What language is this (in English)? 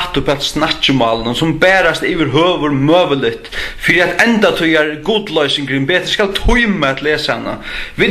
Faroese